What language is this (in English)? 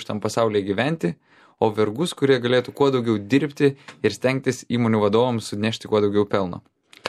Lithuanian